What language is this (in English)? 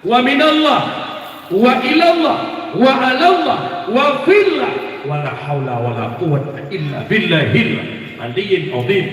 Achinese